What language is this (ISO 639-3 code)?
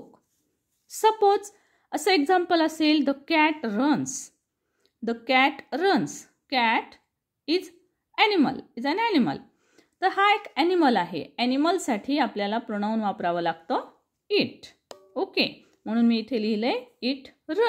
mar